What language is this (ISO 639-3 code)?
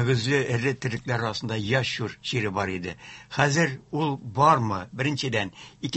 tat